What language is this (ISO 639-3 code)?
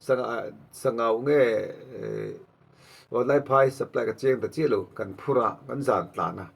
lus